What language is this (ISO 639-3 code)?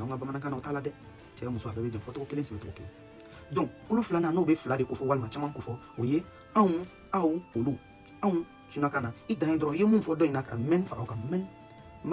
bam